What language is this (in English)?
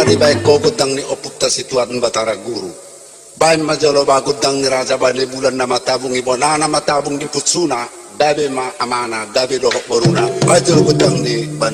Batak Toba